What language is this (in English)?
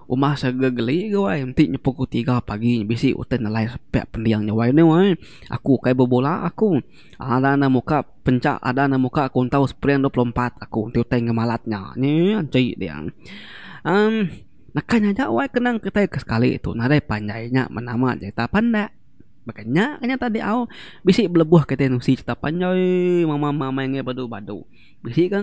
Iban